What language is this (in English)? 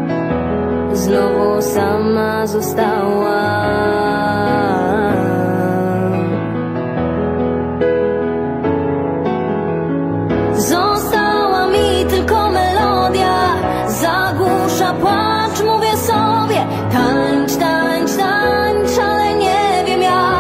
Polish